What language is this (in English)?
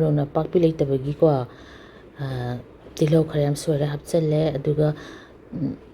Manipuri